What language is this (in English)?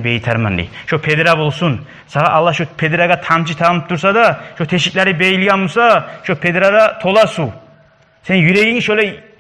Kumyk